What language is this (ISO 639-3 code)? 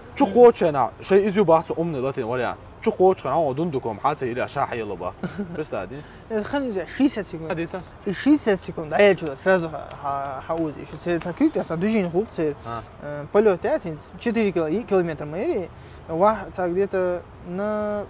che